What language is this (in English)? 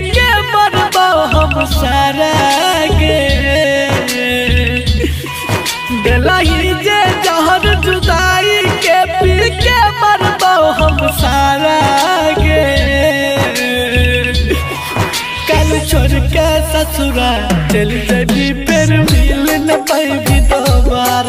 Bhojpuri